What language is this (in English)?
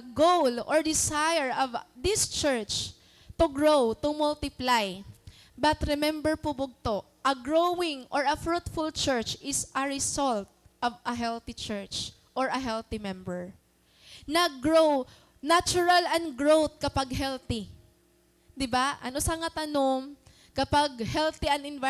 Waray